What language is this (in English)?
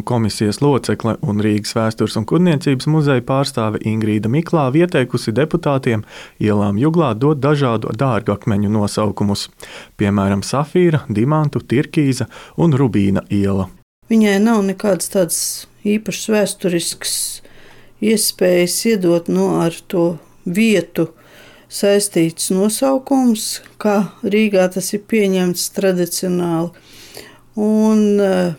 Latvian